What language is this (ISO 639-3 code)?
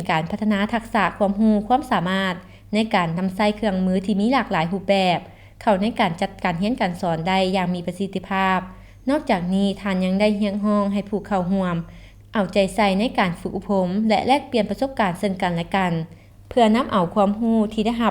lao